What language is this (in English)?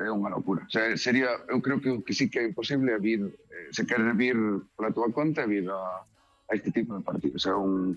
Galician